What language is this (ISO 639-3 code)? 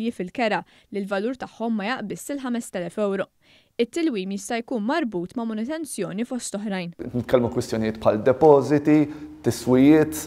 mlt